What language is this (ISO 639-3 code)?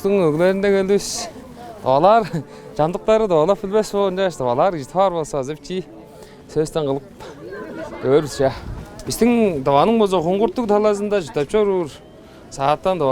tyv